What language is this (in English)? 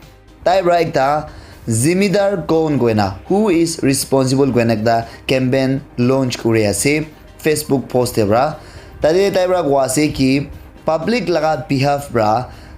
Naga Pidgin